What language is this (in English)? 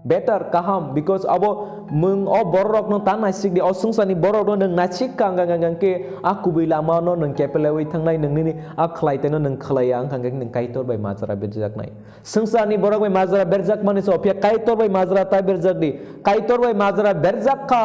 Kok Borok